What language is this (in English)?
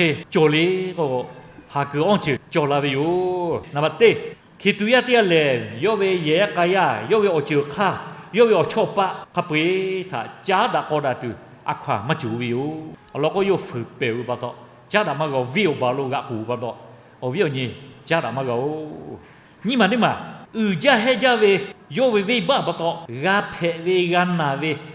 Lahu